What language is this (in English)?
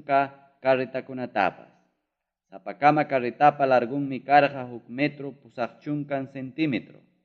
Ayacucho Quechua